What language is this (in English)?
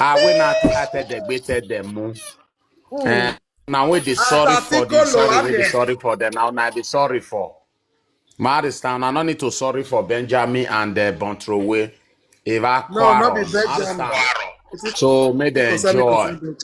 Nigerian Pidgin